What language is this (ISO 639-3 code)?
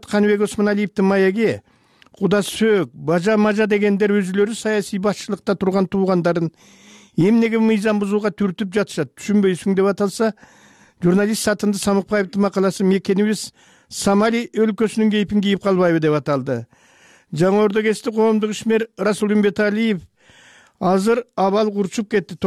kir